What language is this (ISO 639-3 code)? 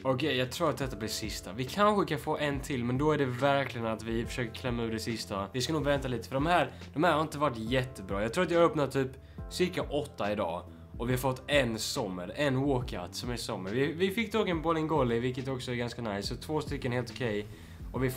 swe